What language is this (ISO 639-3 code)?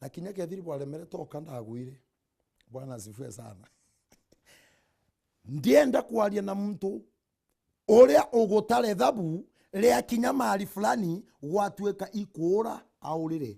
mer